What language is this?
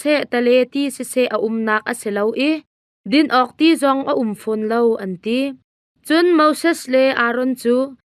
Hakha Chin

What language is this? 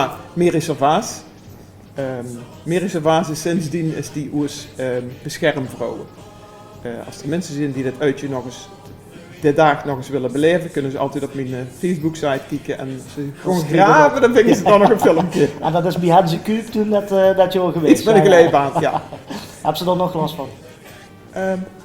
Limburgish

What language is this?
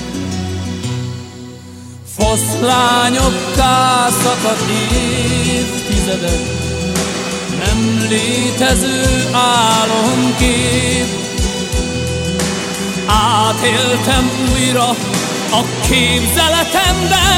Hungarian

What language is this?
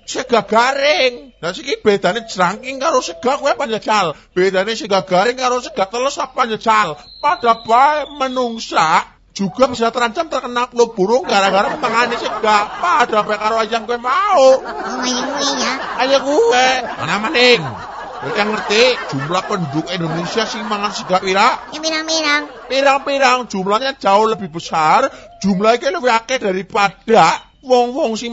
Javanese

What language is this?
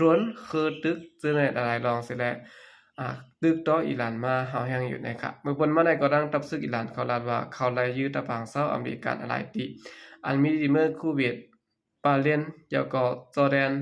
Shan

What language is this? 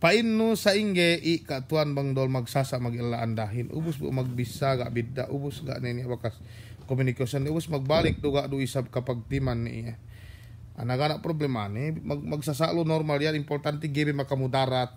Yakan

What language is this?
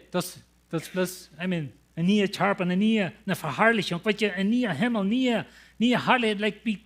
Plautdietsch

